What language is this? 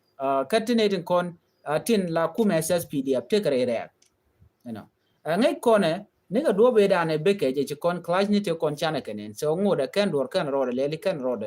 Nuer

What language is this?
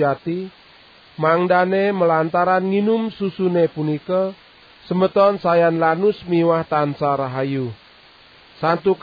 Balinese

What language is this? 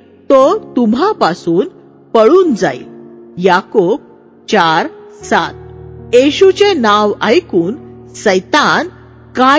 Marathi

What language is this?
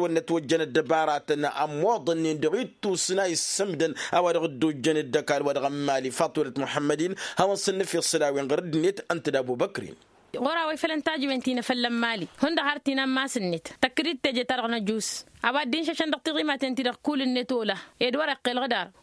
Tamasheq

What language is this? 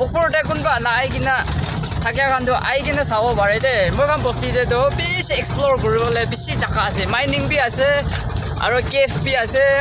Naga Pidgin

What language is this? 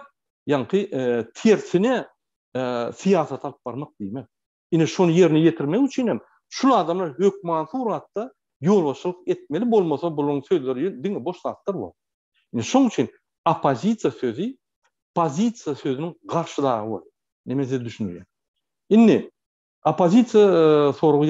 Turkmen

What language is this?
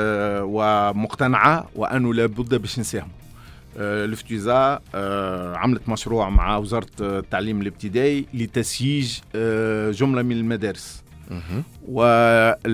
Tunisian Arabic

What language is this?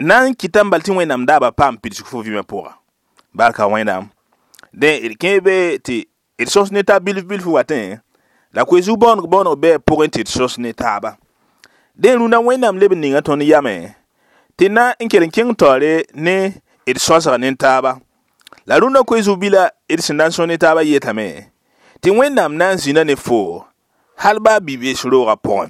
Mossi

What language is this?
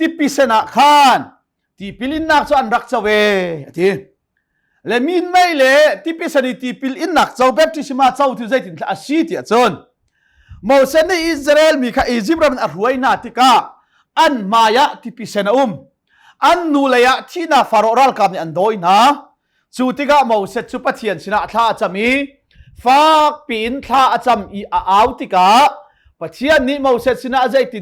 Hakha Chin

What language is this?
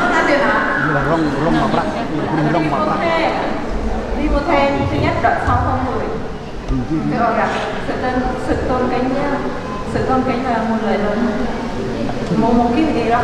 Central Mnong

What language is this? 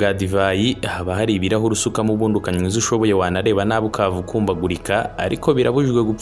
Kinyarwanda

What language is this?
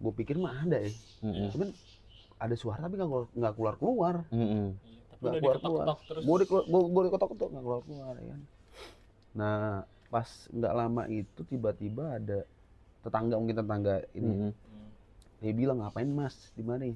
Betawi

